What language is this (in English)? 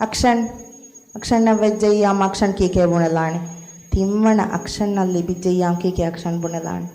Divehi